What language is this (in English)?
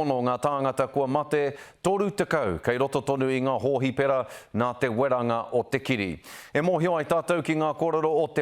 Māori